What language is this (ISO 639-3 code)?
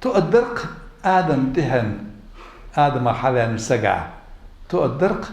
inh